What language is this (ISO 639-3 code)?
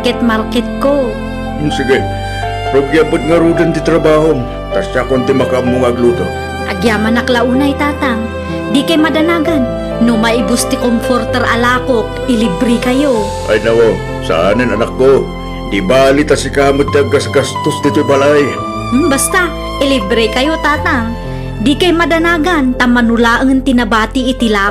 ilo